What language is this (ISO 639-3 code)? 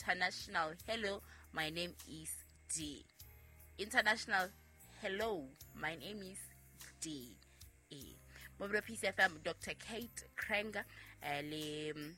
sot